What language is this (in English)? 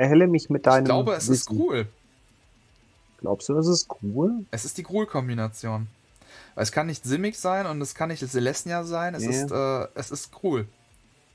German